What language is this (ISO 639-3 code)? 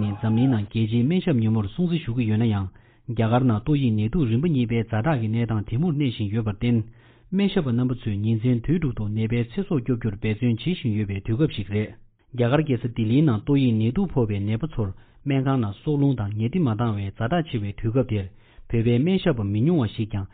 bod